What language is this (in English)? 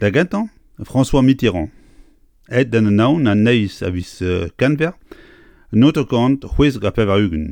Breton